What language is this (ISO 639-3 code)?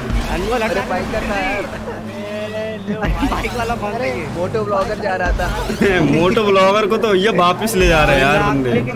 hin